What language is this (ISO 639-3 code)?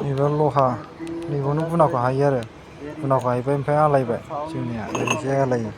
brx